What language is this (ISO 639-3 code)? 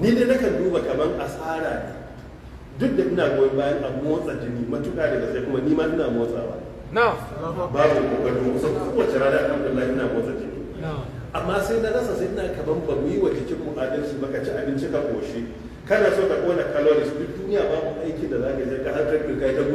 hau